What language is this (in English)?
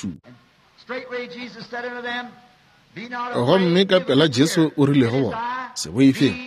Northern Sotho